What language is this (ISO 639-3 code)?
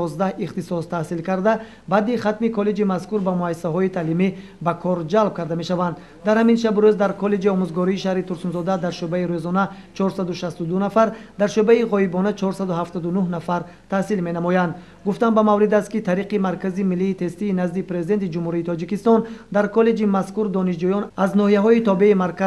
tgk